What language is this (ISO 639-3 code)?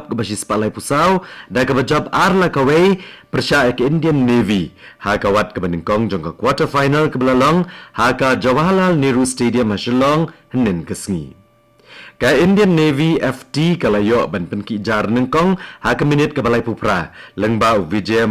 kha